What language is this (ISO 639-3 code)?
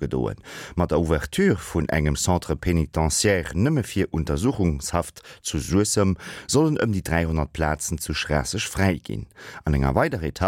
ltz